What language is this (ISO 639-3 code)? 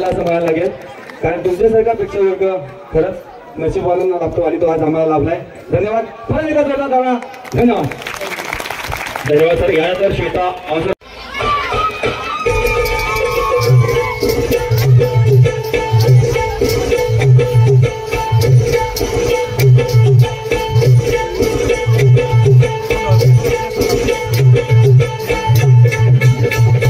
mar